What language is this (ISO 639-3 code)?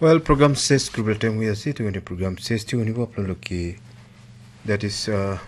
nag